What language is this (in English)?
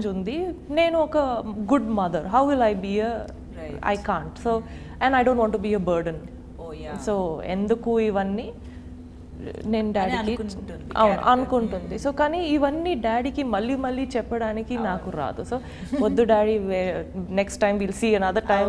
Telugu